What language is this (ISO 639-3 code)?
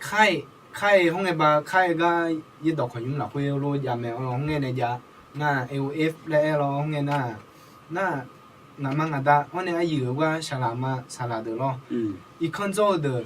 ahk